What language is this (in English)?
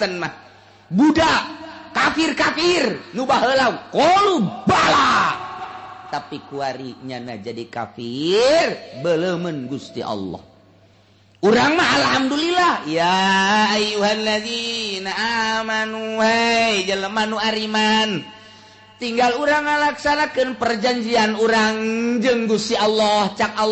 Sundanese